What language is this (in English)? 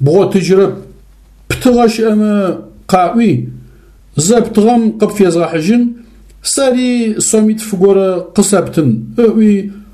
Adyghe